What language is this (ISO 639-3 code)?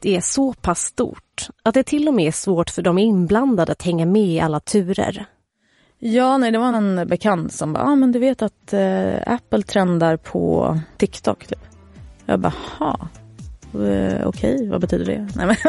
swe